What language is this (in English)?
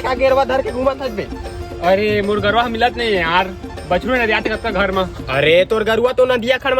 Chhattisgarhi